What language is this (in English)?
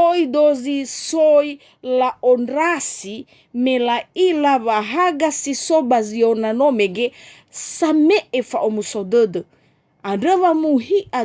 Nias